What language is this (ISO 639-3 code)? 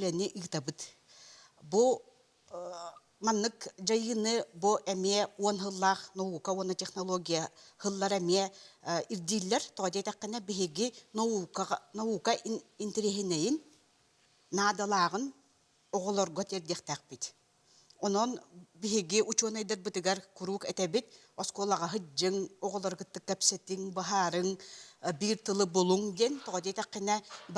sah